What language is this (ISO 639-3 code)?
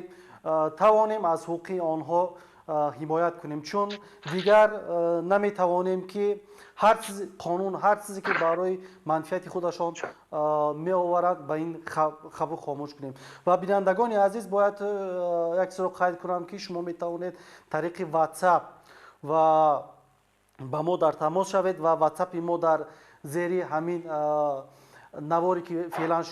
tgk